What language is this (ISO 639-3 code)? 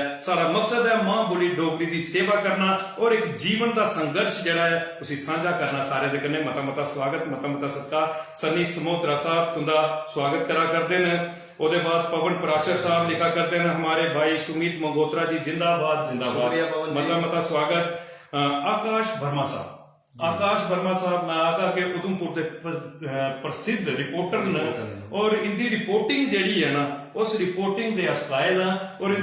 doi